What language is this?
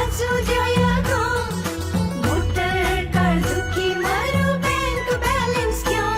Newari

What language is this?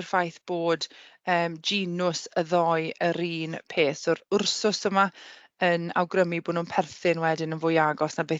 Welsh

